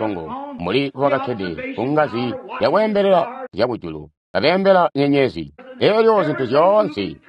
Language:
Tonga (Zambia)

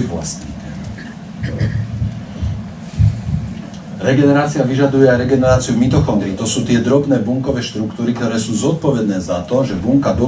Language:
Slovak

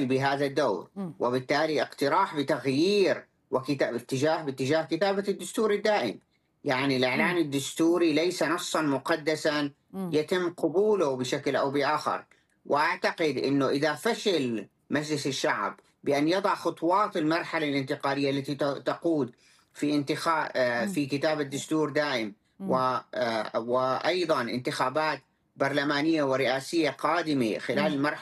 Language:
Arabic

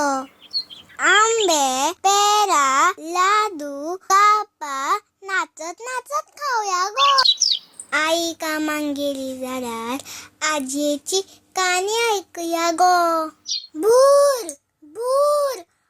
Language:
Konkani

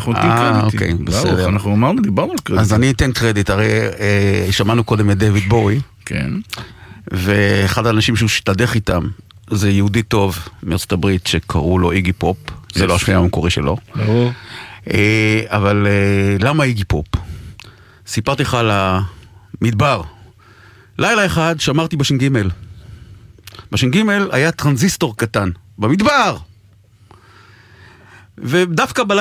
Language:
Hebrew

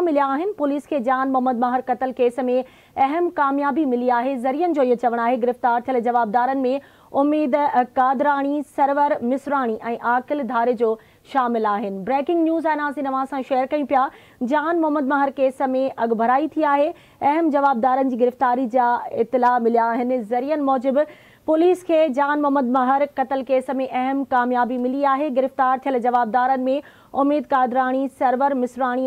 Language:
Sindhi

